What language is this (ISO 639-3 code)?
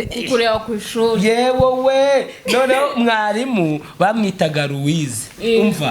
kin